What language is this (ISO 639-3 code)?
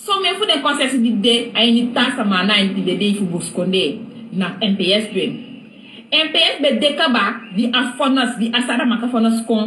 srn